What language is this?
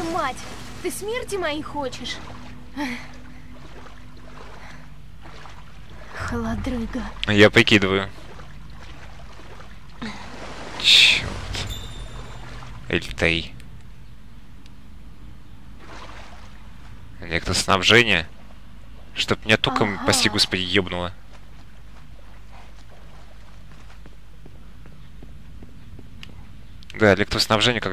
Russian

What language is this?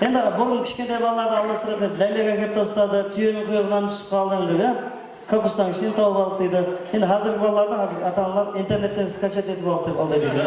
Kara-Kalpak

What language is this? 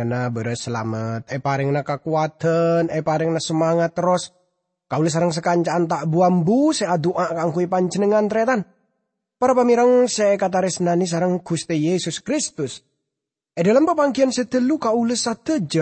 Madurese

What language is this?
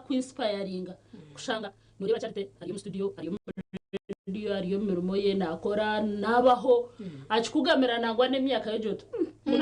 Nyankole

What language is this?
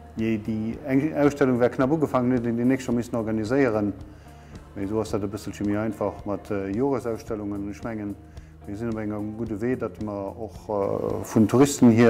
Luxembourgish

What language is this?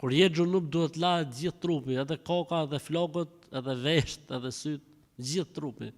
Albanian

